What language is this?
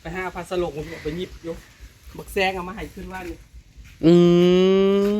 Northeastern Thai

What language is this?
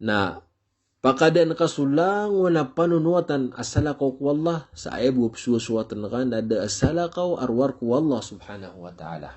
Maranao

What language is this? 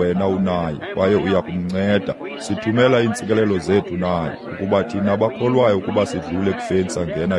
Xhosa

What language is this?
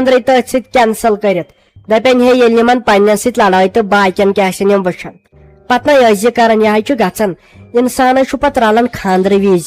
Kashmiri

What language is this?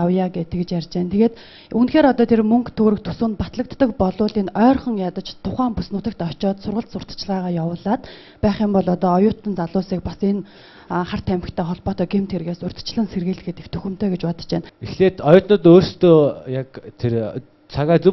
Mongolian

